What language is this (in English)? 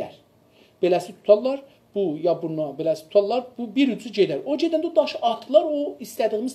South Azerbaijani